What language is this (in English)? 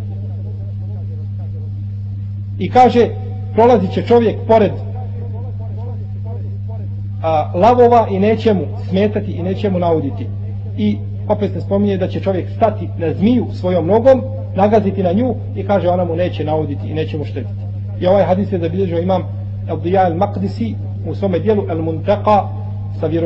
Bosnian